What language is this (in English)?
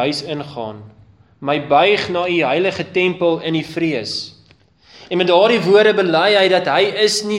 Afrikaans